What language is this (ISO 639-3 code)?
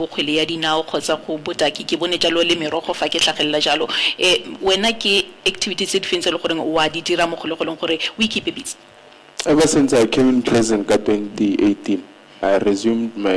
tsn